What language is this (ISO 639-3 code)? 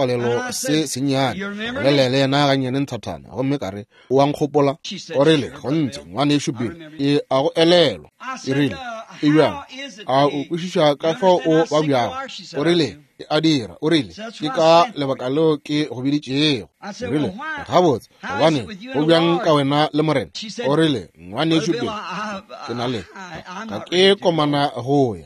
nso